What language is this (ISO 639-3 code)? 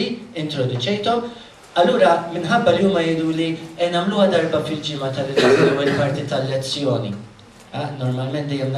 mlt